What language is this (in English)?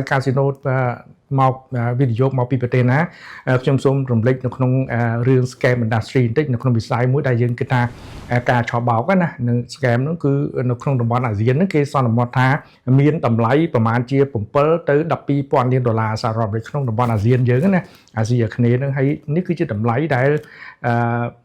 Khmer